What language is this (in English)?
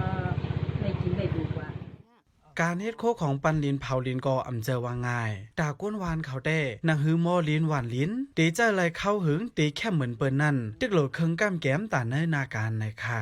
Shan